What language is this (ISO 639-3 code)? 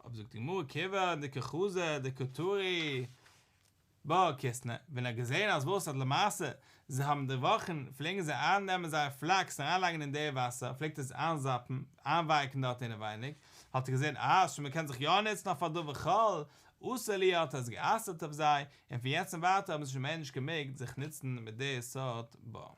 yid